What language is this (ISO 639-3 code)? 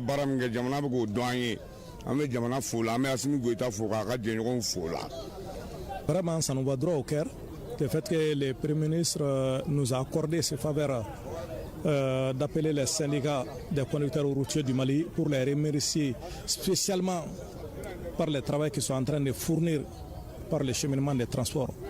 bam